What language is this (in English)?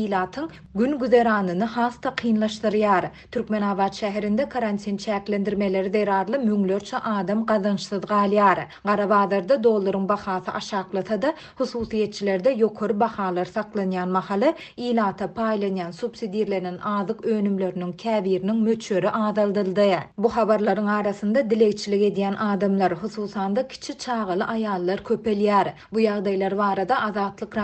Turkmen